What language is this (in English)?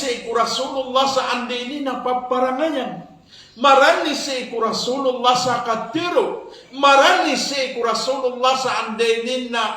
Maranao